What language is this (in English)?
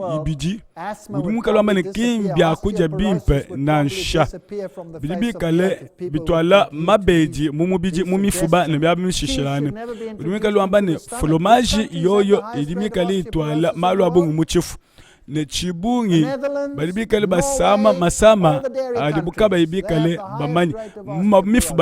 Luba-Lulua